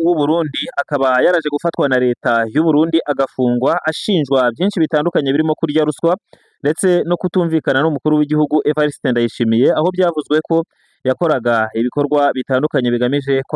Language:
Kinyarwanda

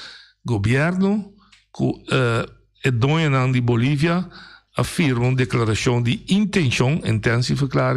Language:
Papiamento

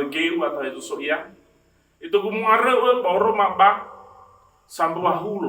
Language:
Nias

